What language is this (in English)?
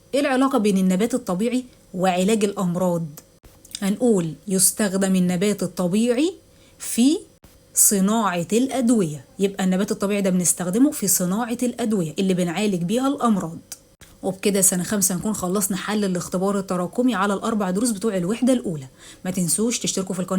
Egyptian Arabic